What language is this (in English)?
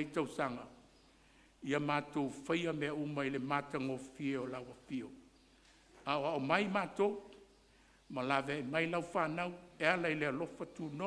Samoan